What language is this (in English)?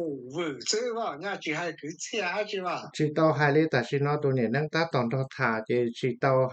Hmong